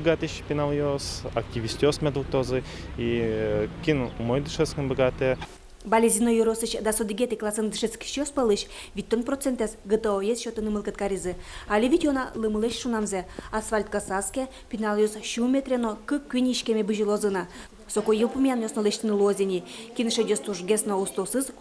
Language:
Udmurt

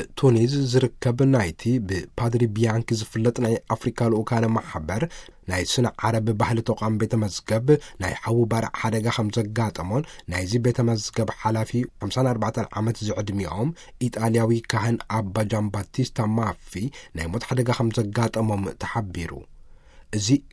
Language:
Tigrinya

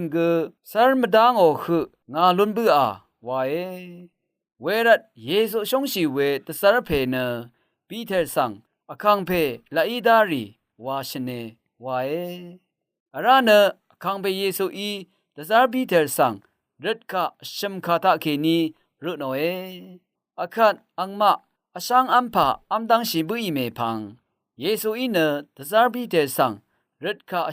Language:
Rawang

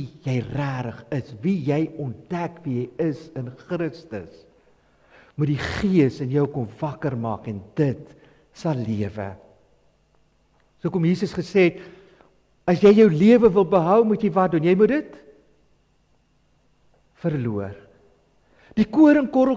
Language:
Afrikaans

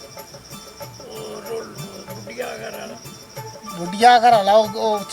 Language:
Dogri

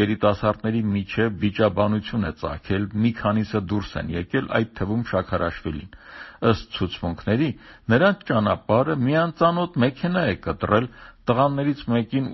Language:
Armenian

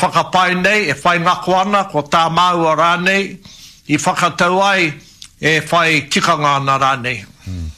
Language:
Māori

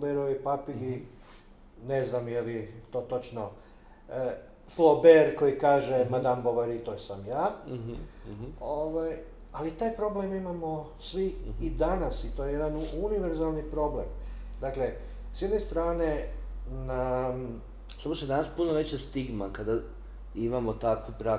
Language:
Croatian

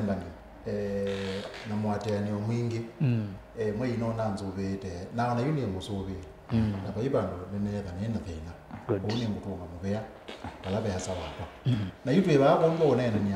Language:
Kamba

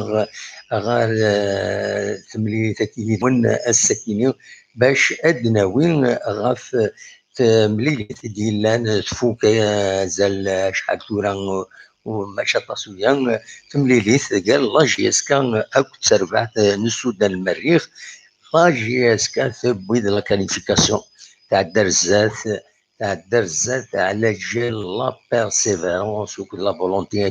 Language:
Kabyle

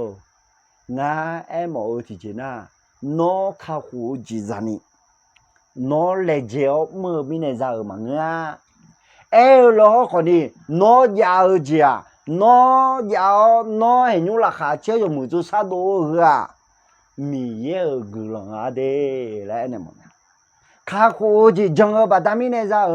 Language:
Akha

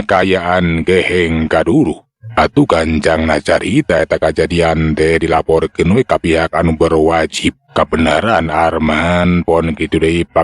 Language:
Sundanese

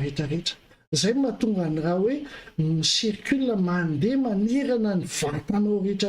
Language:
Malagasy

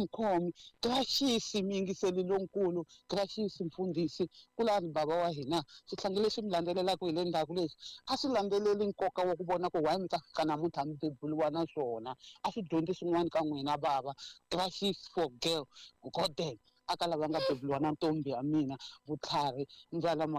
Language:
Tsonga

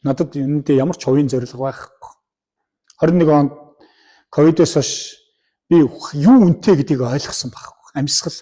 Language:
Mongolian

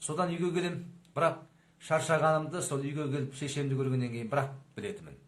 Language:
Kazakh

